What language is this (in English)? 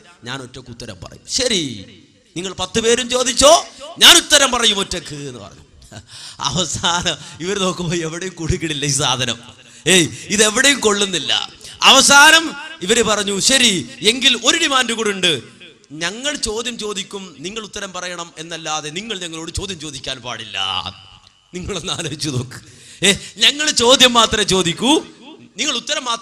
Malayalam